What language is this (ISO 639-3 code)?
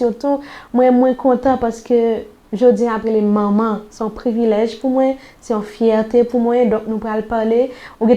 hat